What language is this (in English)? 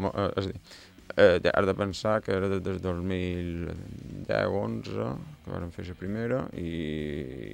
Catalan